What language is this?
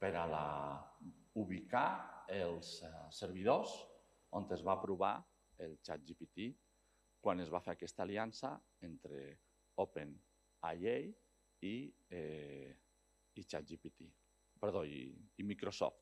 Catalan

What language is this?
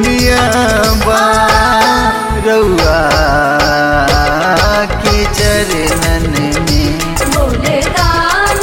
Bhojpuri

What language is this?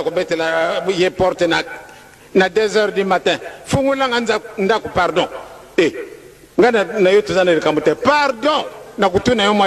Lingala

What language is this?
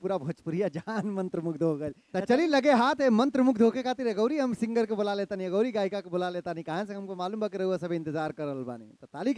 Bhojpuri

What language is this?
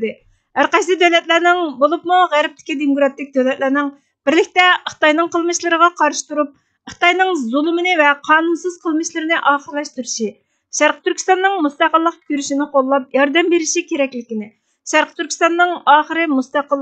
Uyghur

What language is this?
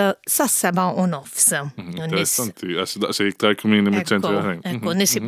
Maltese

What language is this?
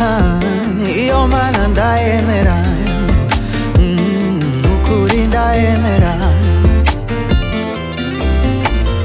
Kinyarwanda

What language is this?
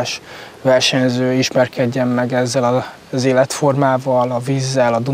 Hungarian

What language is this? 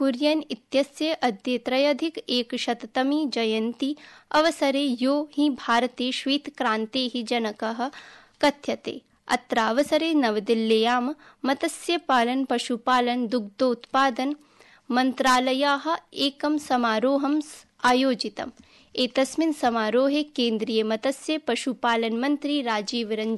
Sanskrit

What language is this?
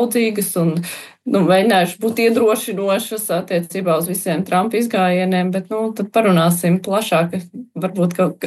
Latvian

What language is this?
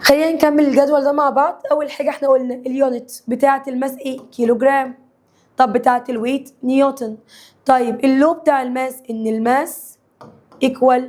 Egyptian Arabic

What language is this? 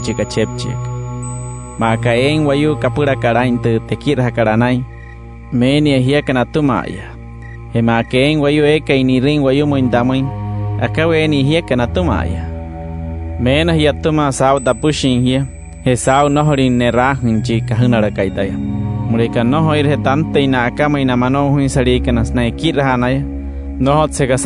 Wayuu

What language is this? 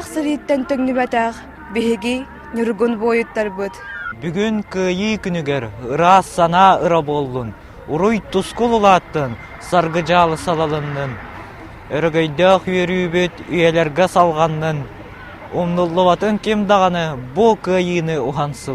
Yakut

